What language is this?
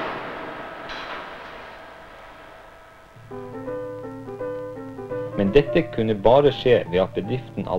Norwegian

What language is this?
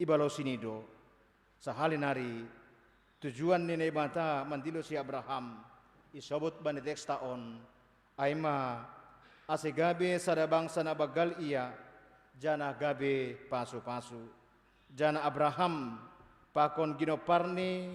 Batak Simalungun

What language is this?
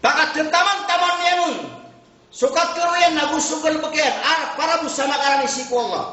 Maranao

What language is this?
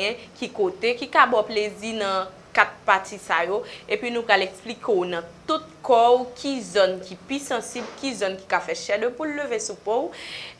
Haitian Creole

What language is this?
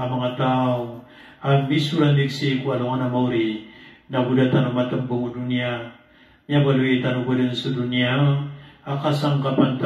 Maranao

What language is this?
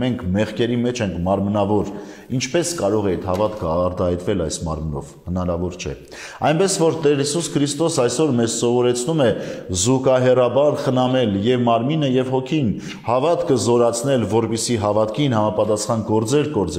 Armenian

